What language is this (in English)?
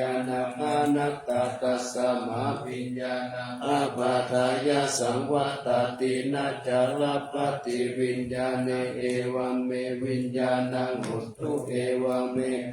Pali